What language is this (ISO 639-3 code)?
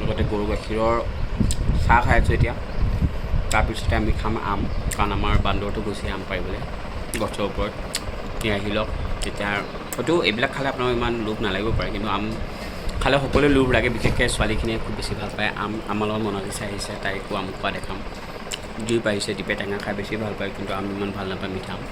asm